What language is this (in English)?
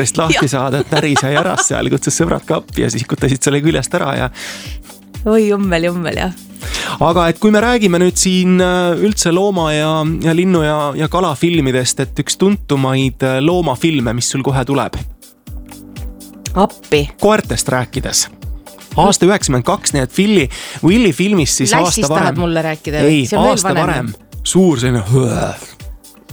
Estonian